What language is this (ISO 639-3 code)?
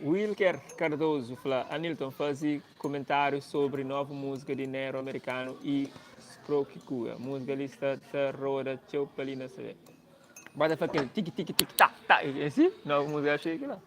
kea